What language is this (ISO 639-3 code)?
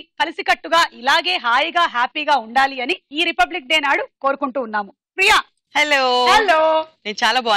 tel